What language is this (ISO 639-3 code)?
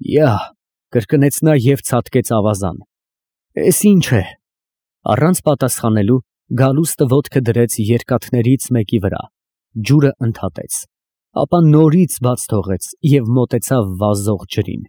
hye